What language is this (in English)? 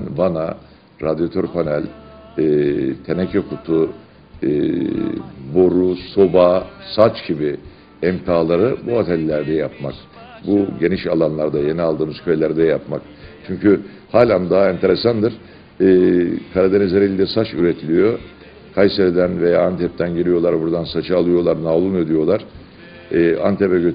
Turkish